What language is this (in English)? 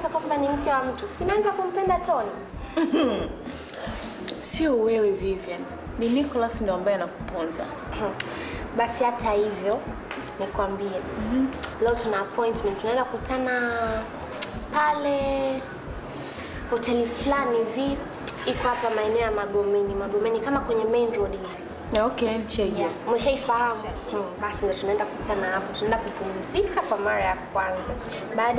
Swahili